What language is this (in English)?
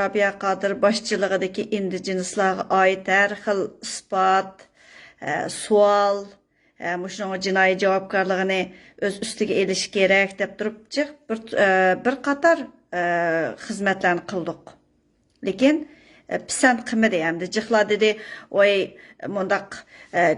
Uyghur